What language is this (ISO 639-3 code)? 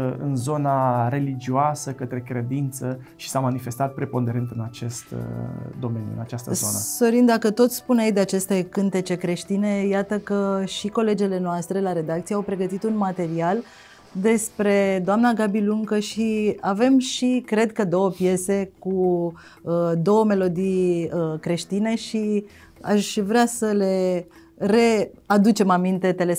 ron